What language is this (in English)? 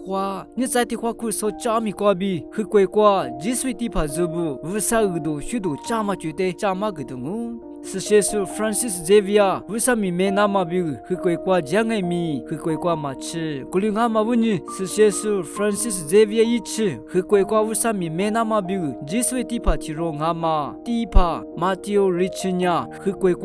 Lisu